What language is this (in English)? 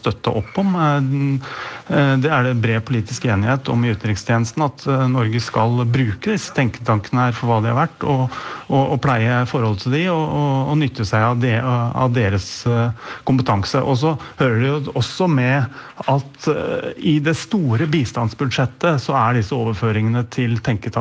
Norwegian